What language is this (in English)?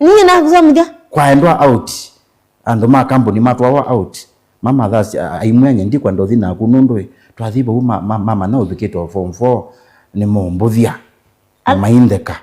Kamba